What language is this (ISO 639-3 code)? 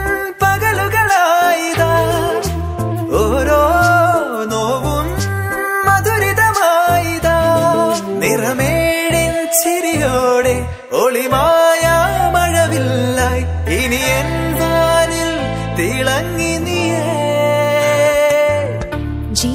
mal